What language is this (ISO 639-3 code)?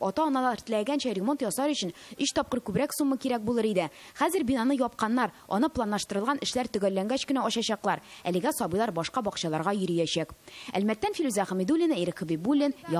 tat